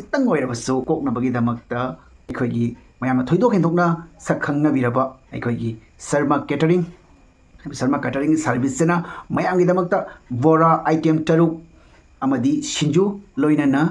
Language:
Manipuri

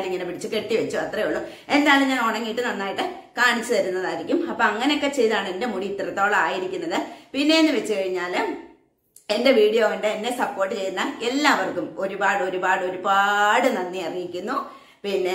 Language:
Malayalam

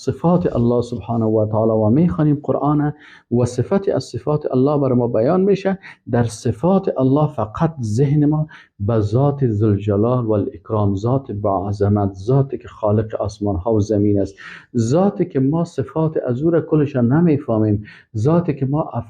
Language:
Persian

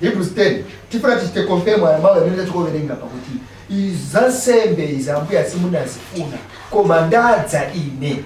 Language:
Nyanja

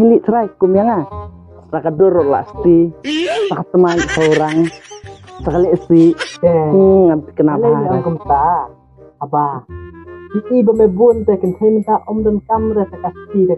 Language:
Khasi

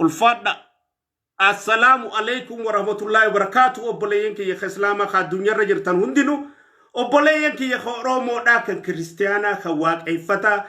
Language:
Oromo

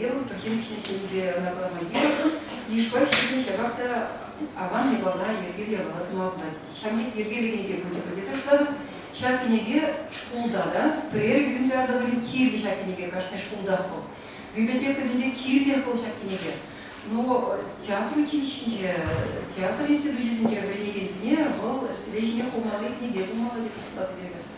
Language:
Chuvash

